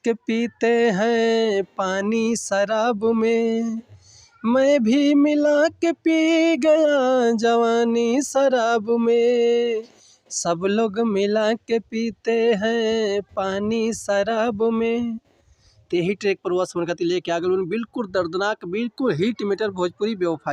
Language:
Bhojpuri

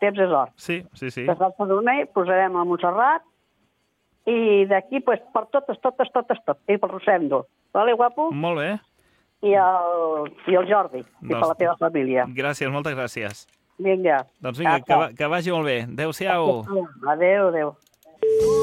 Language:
Catalan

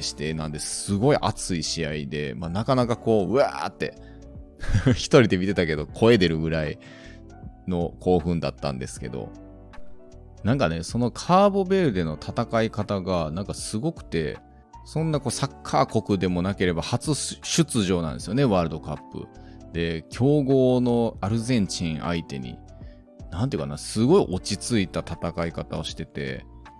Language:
Japanese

